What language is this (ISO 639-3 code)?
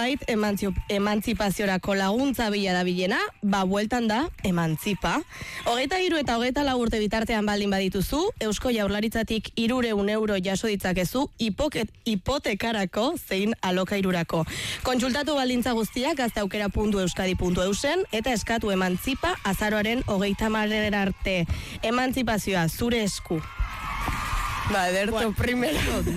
eus